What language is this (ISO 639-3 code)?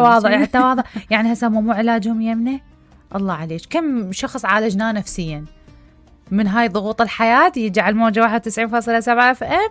acm